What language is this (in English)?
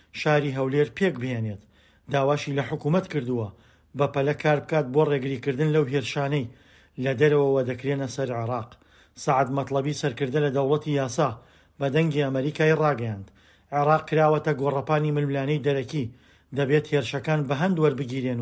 Central Kurdish